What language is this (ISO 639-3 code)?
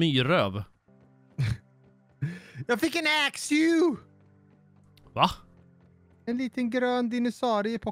swe